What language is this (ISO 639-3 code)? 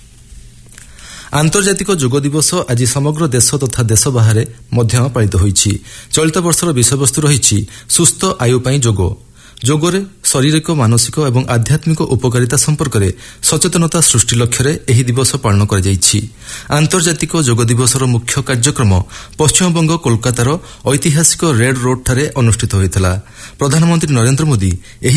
ori